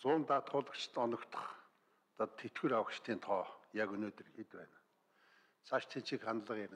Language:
Mongolian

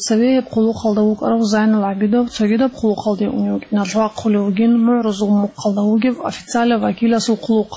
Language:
Avaric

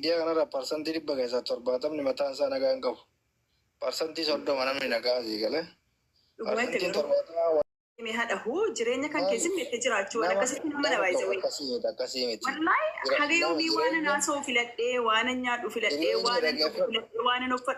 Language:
Oromo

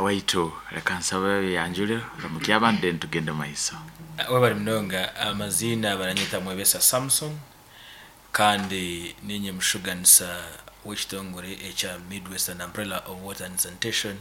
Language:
Nyankole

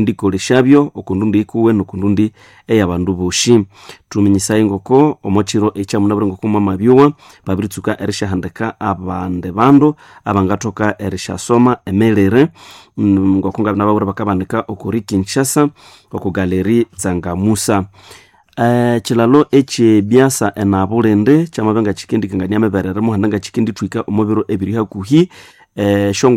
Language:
Nande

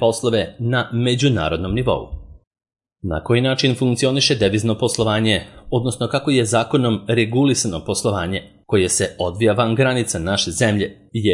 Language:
Serbian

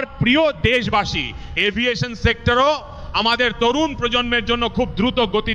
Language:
Bangla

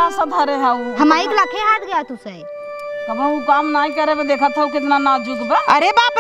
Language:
Awadhi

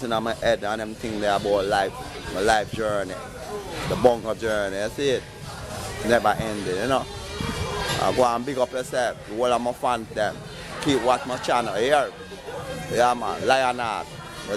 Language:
Jamaican Creole English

